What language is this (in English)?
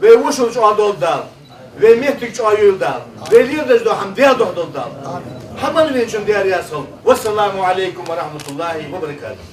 Ingush